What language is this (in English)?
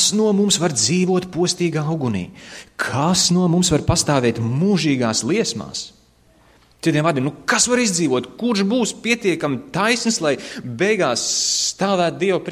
Latvian